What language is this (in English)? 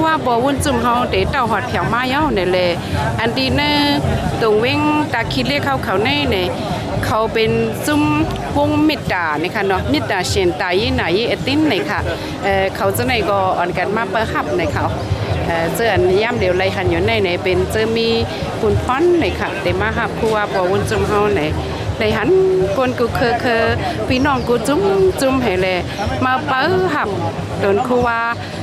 Shan